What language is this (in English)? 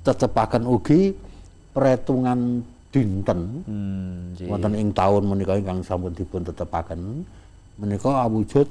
Javanese